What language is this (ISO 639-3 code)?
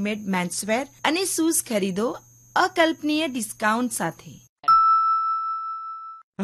guj